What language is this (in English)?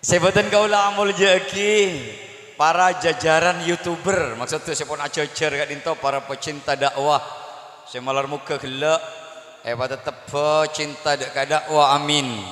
Madurese